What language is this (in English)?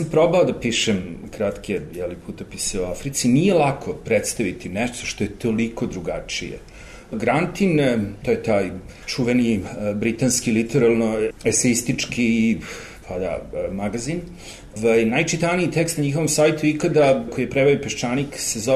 Serbian